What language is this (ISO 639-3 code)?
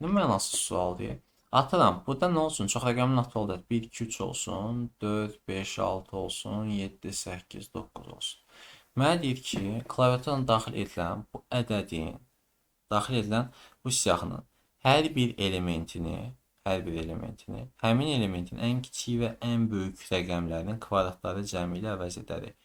aze